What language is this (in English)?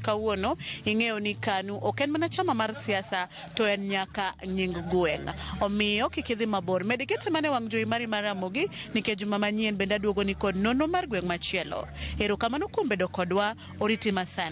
Luo (Kenya and Tanzania)